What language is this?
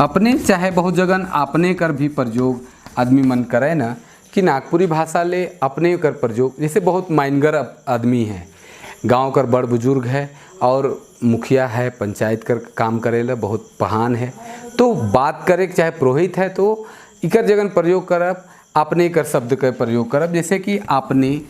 Sadri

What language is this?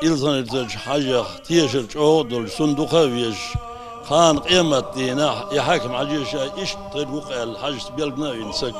Chechen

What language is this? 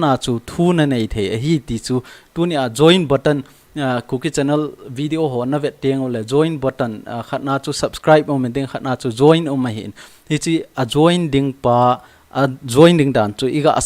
Thado Chin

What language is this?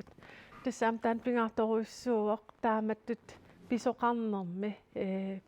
Kalaallisut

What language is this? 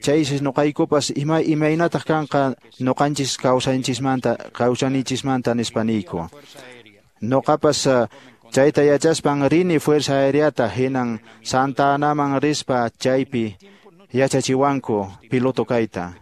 Quechua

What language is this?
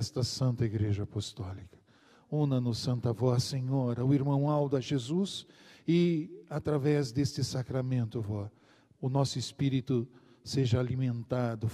Portuguese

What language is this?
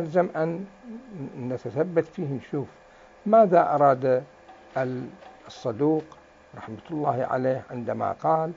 Mesopotamian Arabic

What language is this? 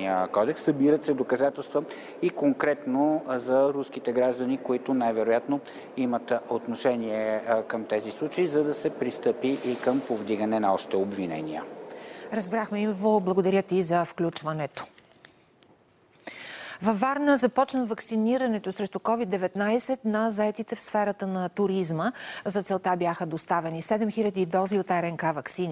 Bulgarian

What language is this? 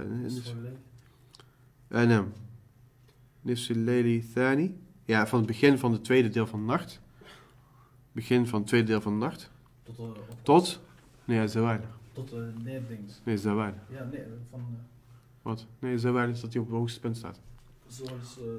Dutch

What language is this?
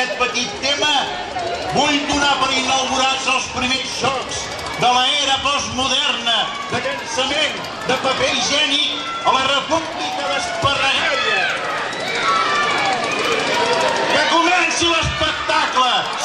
Catalan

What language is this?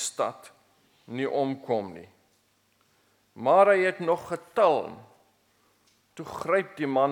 Afrikaans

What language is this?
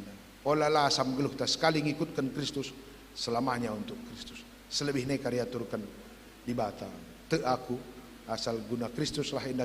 Batak Karo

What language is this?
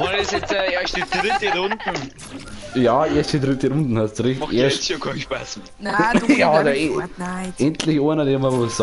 Bavarian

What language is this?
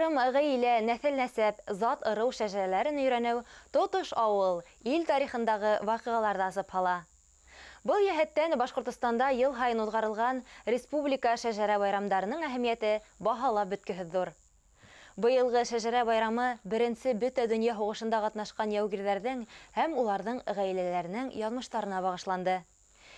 Bashkir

